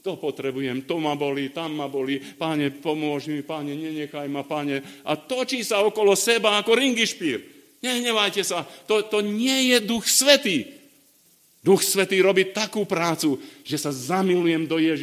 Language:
Slovak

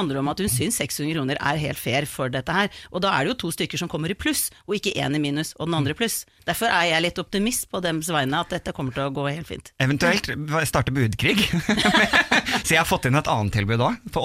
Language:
Norwegian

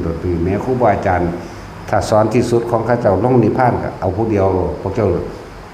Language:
Northeastern Thai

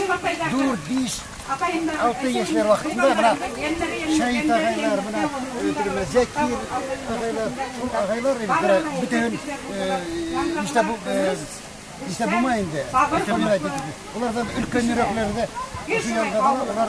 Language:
Bashkir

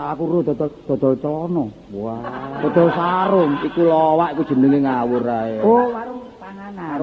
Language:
Javanese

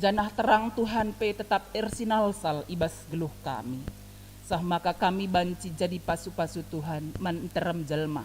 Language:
Batak Karo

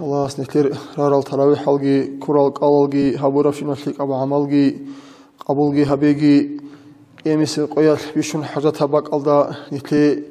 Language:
Avaric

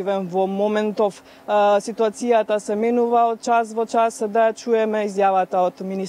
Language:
Macedonian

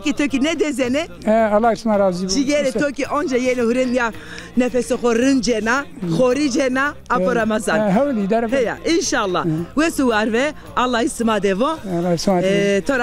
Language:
Zaza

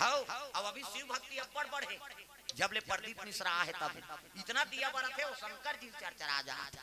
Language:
Chhattisgarhi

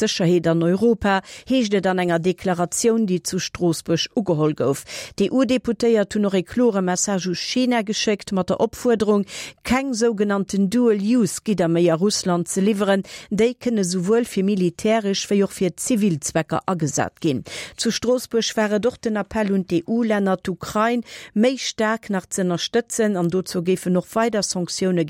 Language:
Luxembourgish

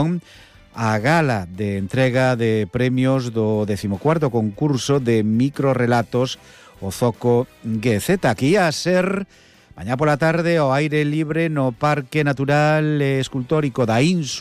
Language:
Galician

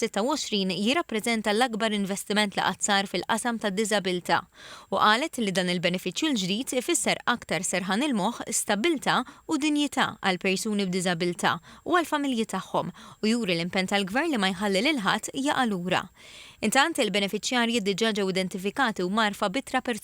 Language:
Maltese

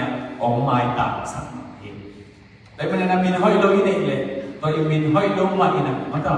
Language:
Tedim Chin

